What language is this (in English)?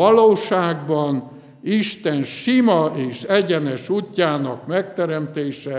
Hungarian